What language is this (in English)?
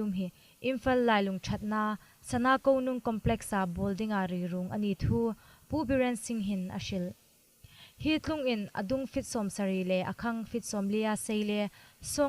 Hmar